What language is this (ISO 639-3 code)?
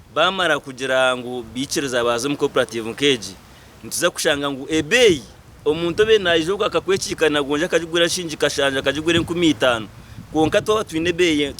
nyn